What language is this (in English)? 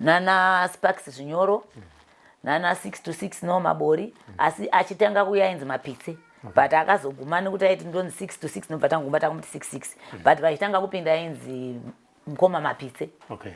Shona